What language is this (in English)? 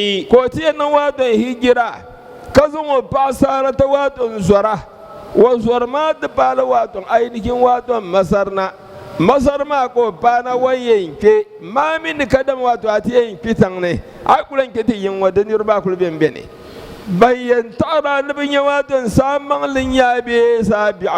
Dagbani